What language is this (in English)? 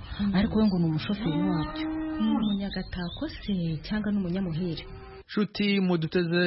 Kinyarwanda